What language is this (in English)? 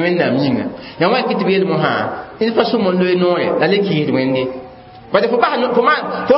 Mossi